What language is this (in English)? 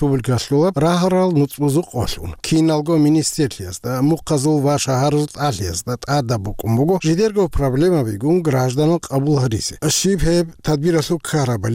Avaric